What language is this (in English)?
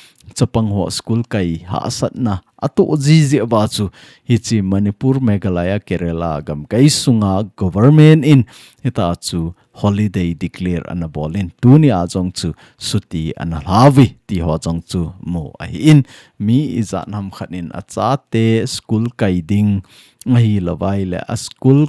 Thado Chin